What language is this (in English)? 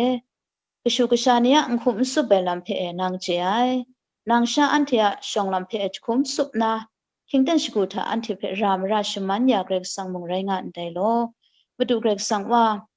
Kachin